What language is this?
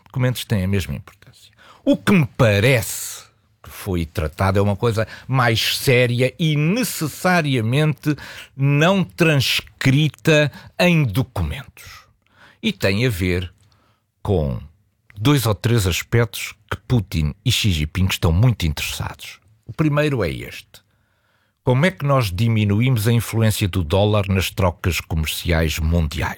Portuguese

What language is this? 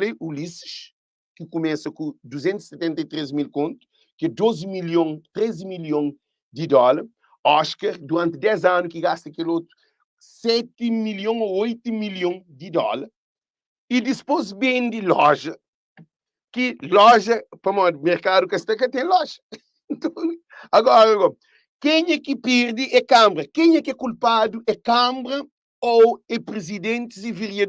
Kabuverdianu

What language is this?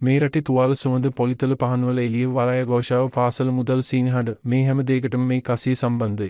Sinhala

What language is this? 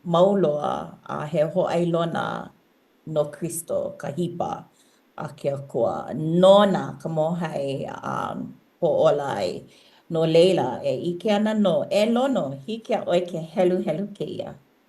Hawaiian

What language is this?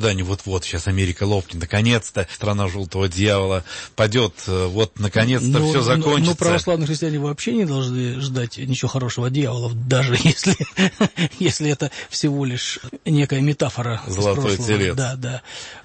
Russian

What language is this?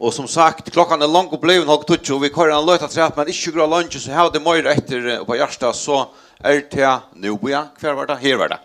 Faroese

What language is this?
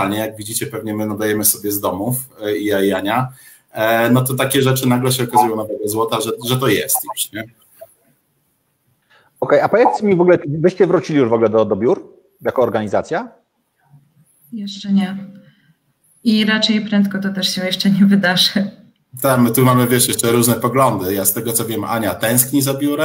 Polish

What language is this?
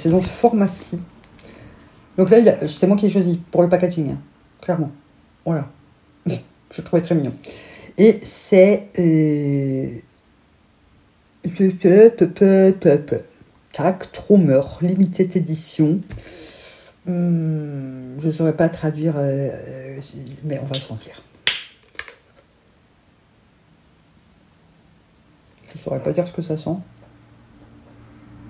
French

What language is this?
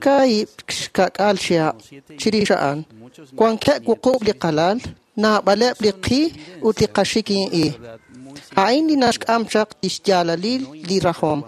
Kekchí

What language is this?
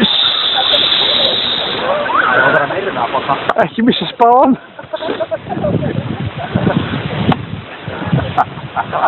Icelandic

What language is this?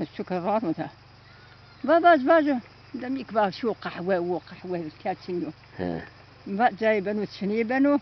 Zaza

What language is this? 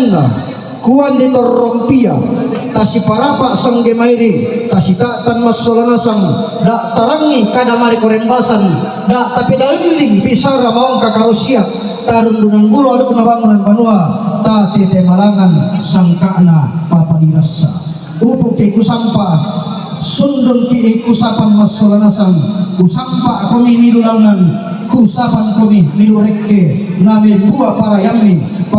Toraja-Sa'dan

